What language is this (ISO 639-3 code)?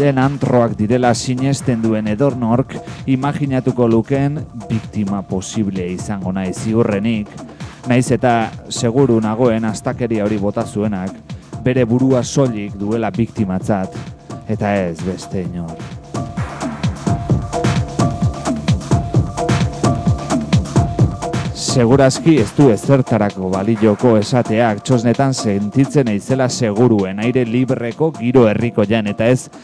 eus